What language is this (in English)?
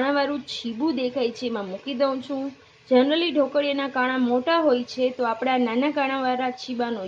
Gujarati